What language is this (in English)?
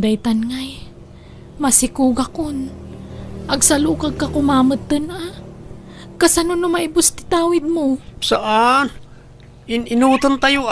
Iloko